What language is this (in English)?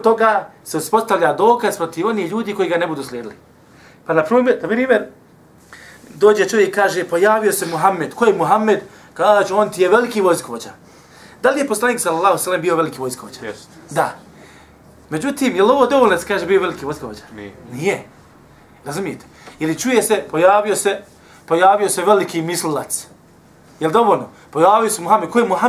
Bosnian